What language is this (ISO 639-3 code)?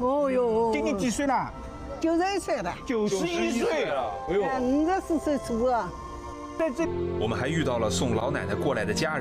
zho